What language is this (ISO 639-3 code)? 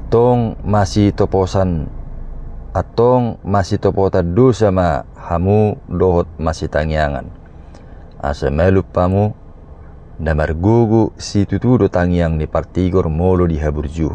bbc